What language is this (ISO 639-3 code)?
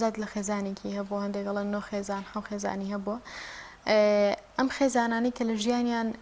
ckb